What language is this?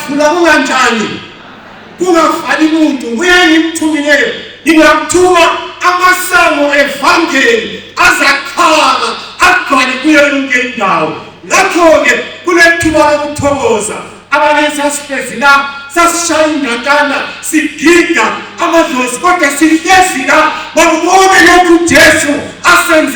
Zulu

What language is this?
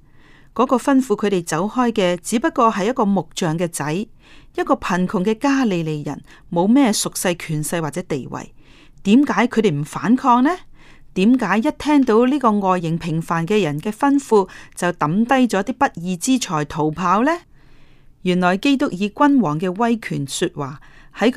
Cantonese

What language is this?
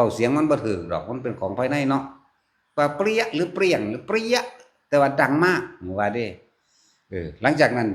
Northeastern Thai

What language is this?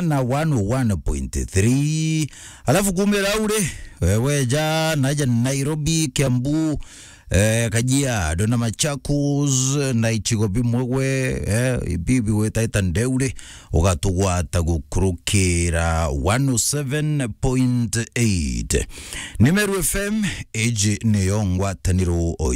Meru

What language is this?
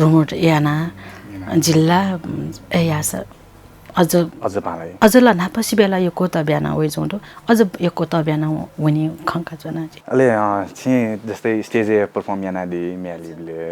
Newari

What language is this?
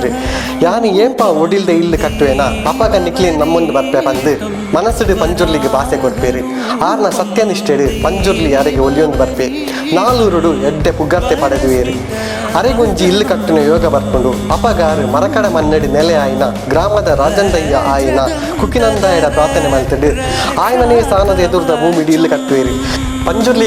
Tulu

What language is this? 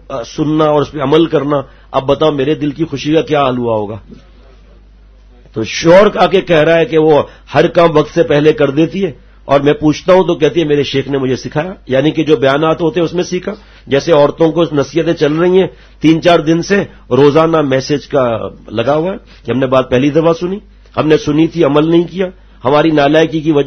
Urdu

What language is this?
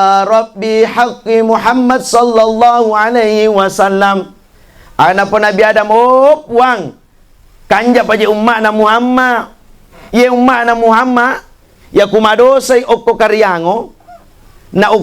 Buginese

